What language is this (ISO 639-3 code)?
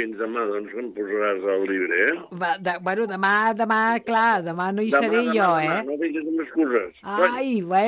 cat